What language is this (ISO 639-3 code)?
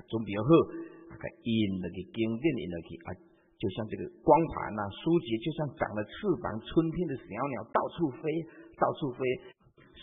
zho